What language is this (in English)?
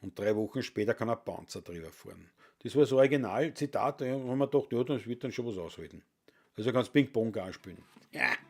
Bavarian